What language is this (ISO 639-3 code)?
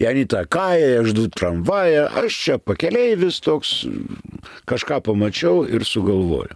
lit